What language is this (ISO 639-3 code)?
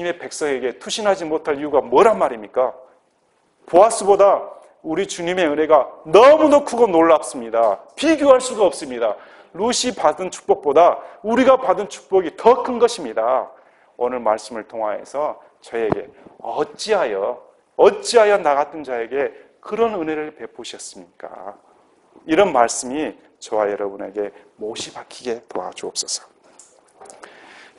kor